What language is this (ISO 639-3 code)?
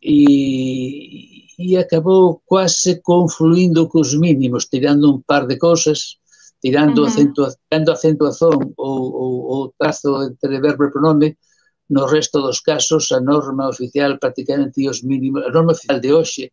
glg